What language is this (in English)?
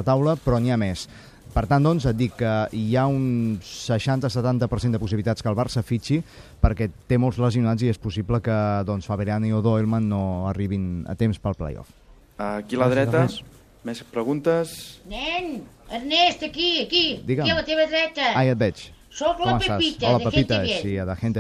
Catalan